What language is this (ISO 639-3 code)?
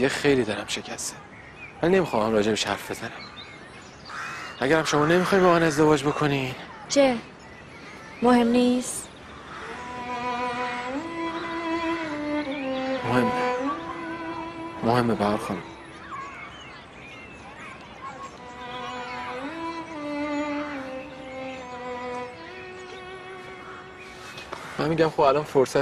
fas